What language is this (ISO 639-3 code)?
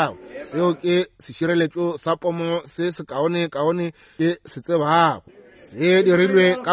nso